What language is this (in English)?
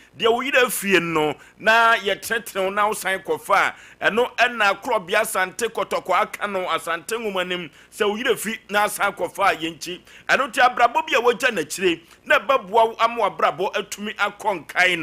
Akan